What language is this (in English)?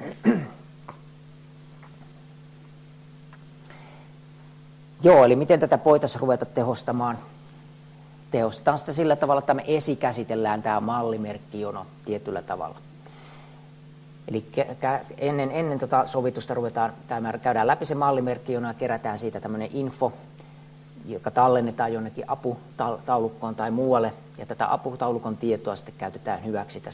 Finnish